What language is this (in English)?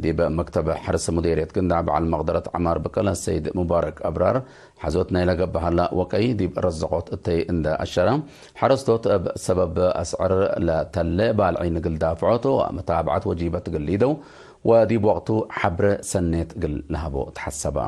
Tigre